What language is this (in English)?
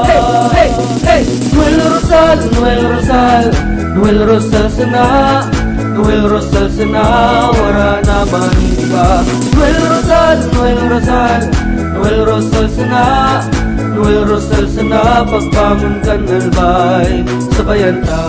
Bikol